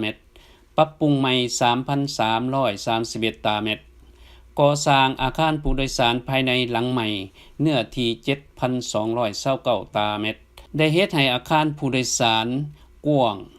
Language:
Lao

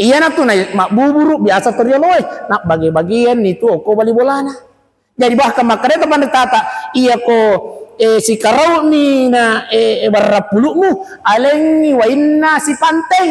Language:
Buginese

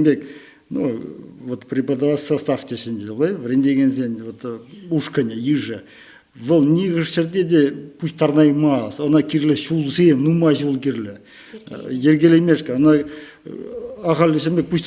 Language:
Chuvash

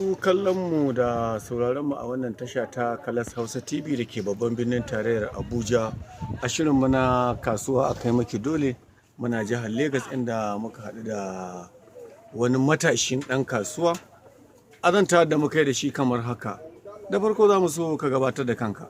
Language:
Hausa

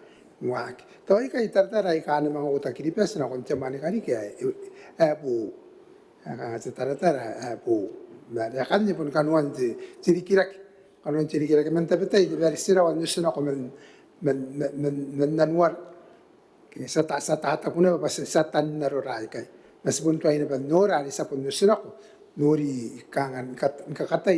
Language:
Gilbertese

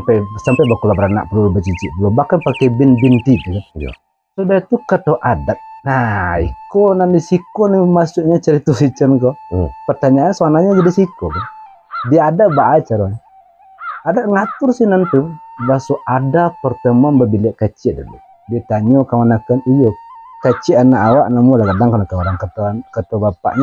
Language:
Minangkabau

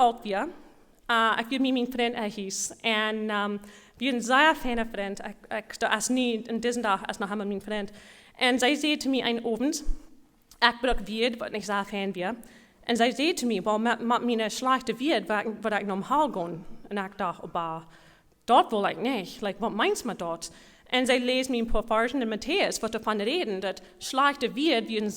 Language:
Plautdietsch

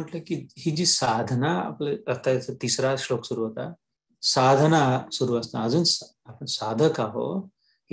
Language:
Marathi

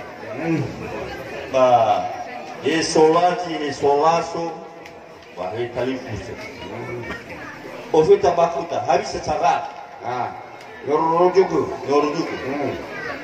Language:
Nias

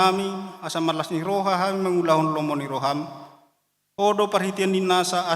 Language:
Batak Toba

